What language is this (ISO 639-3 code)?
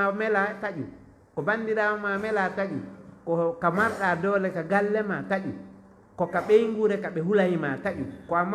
ful